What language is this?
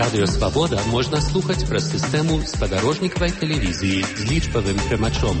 Belarusian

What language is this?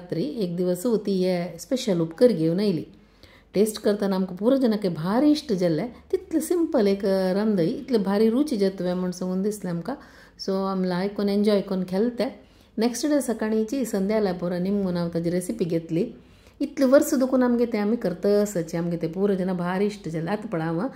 Konkani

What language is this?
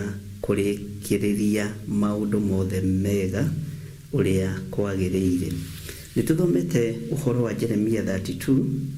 Kikuyu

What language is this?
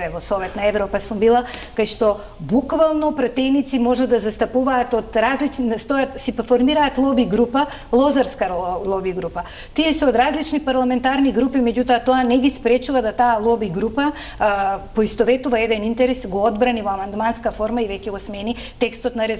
Macedonian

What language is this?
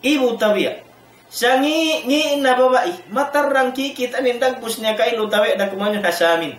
Tausug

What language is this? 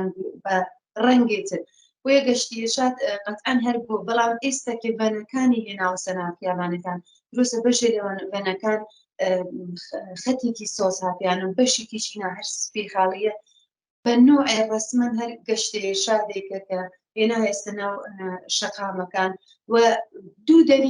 Central Kurdish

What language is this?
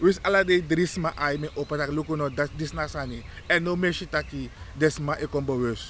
Sranan Tongo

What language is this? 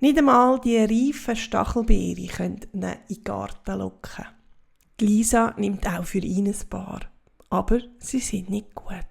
Swiss German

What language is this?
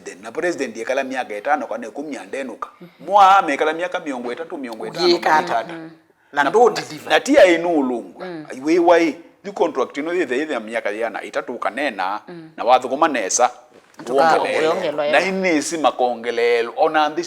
Kamba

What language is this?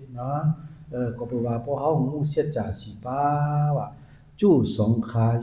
Shan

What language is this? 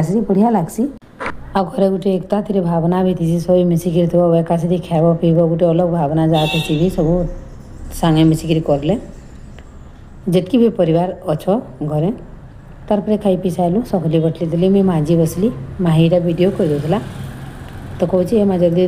Sambalpuri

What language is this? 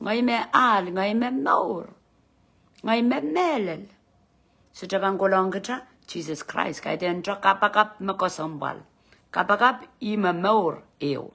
Pohnpeian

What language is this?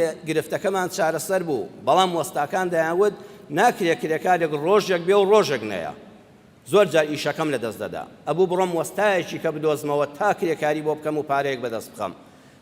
Central Kurdish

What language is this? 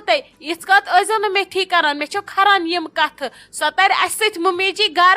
Kashmiri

